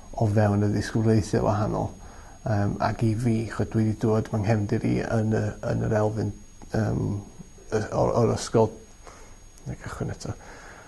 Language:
Welsh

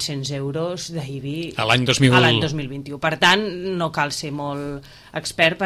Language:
Catalan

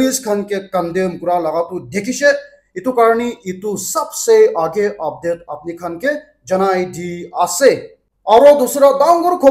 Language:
Naga Pidgin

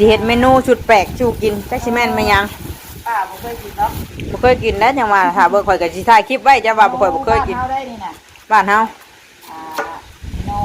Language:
Northeastern Thai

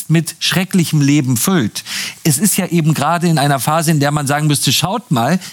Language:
German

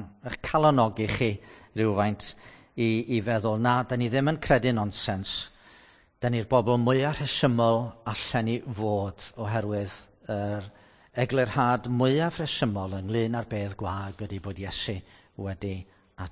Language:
Welsh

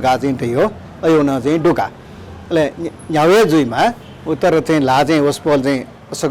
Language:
Newari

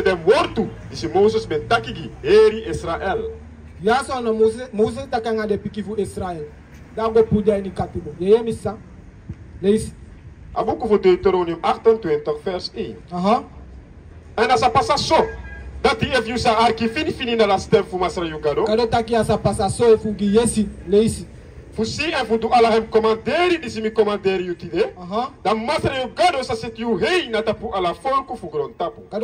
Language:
Sranan Tongo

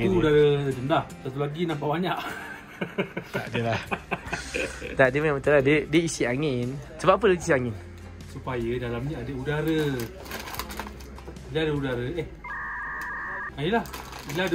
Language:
Malay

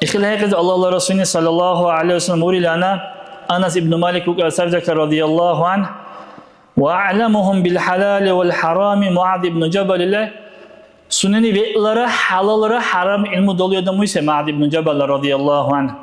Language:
Dargwa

